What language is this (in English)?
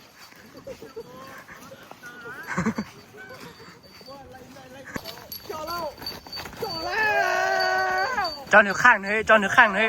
Lao